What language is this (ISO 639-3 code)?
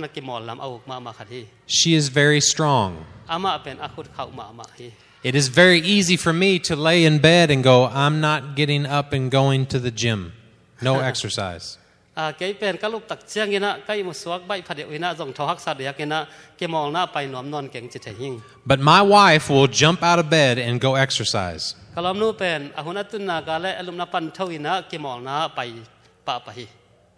ctd